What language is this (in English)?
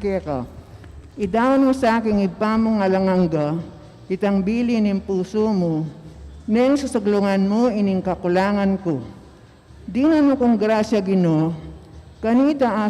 Pampanga